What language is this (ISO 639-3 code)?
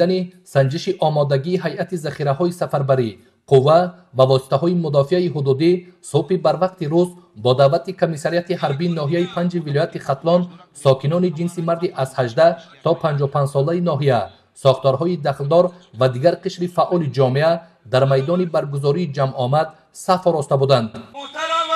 tgk